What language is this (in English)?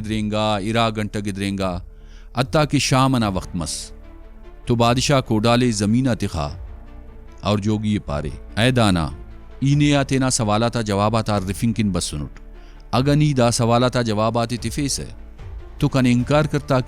Brahui